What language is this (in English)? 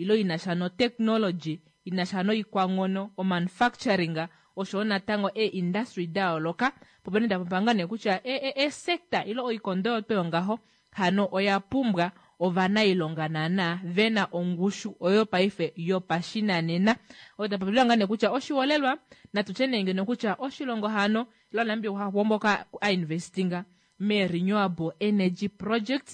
Kuanyama